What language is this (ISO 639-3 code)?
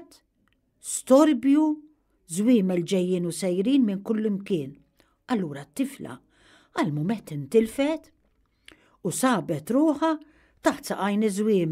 mlt